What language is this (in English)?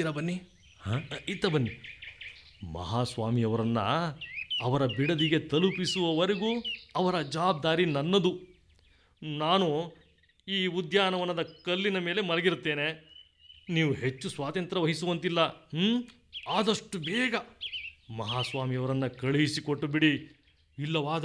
Kannada